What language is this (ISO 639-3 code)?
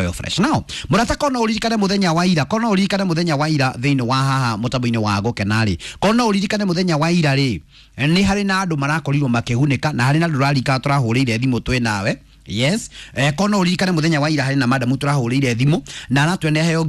kik